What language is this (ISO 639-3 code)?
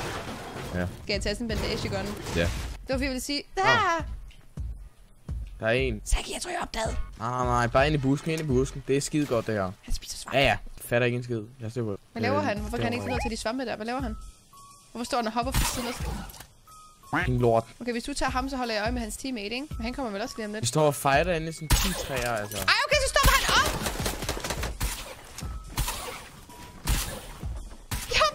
dan